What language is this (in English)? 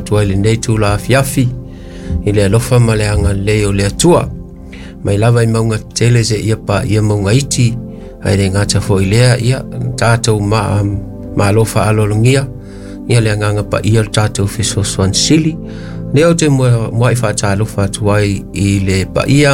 Samoan